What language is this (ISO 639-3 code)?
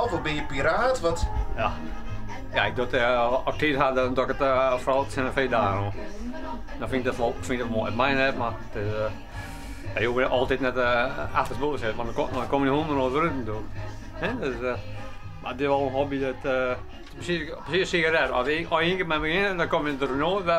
fry